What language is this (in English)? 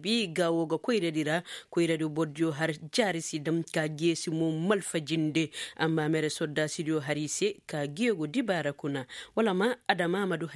Koyraboro Senni